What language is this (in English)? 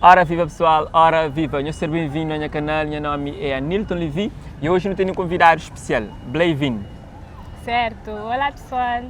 Kabuverdianu